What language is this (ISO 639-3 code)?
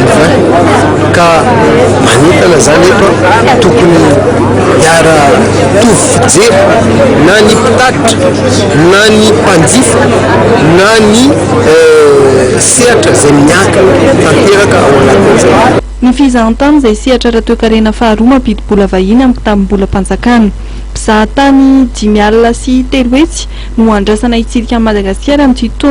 mlg